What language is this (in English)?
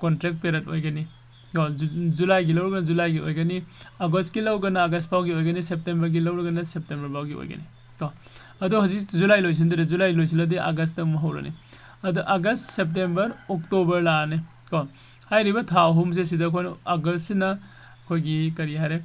Manipuri